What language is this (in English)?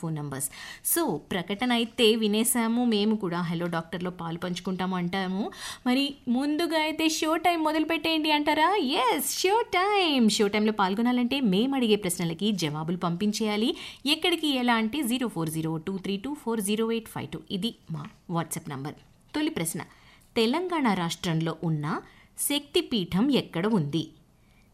Telugu